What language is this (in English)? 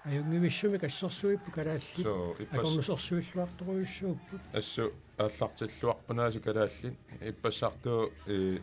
Kalaallisut